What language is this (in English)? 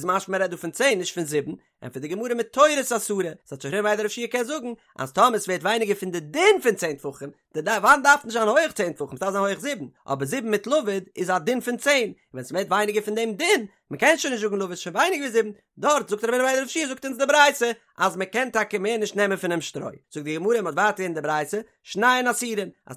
Yiddish